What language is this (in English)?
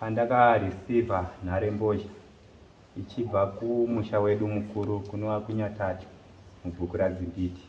Shona